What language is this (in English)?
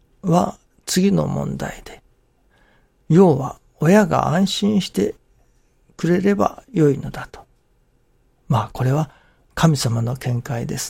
Japanese